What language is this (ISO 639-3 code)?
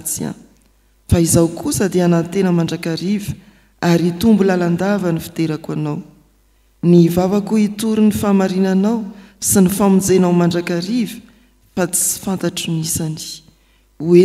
mlg